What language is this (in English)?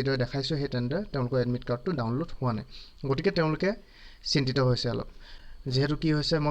Assamese